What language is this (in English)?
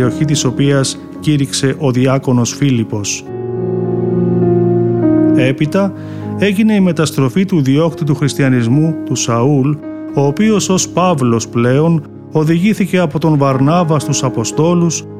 Greek